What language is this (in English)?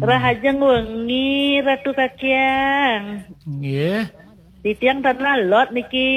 Balinese